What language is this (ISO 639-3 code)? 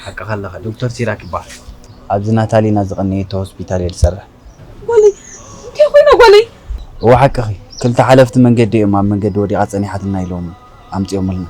tir